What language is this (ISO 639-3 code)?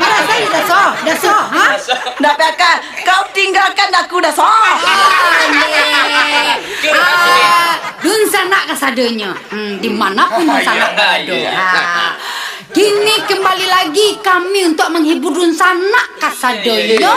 min